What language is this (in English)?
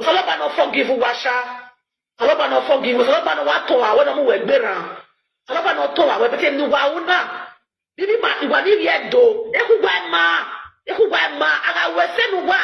Nigerian Pidgin